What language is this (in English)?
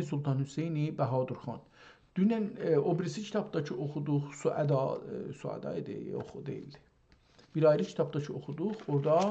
South Azerbaijani